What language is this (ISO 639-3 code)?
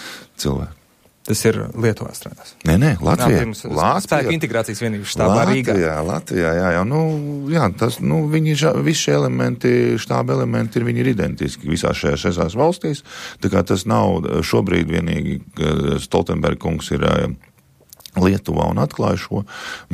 lav